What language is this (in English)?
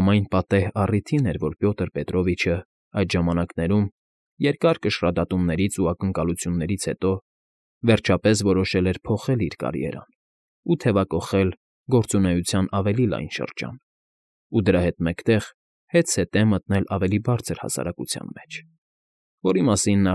Armenian